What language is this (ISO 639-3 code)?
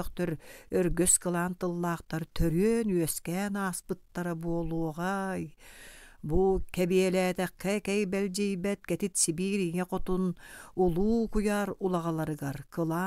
sah